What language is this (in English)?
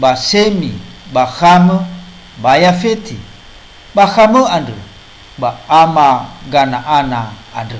Nias